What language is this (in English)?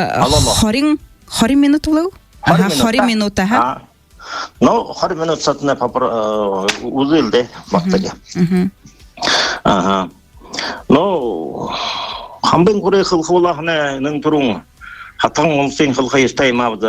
Buriat